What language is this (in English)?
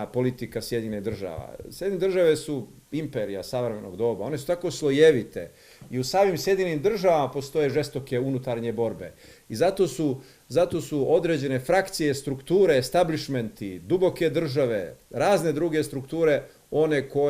Bosnian